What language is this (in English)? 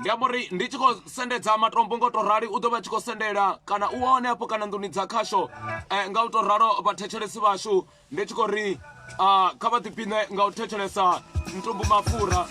Venda